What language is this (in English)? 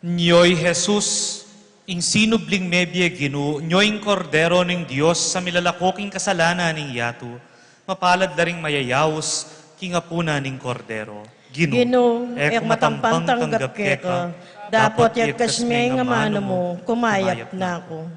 Pampanga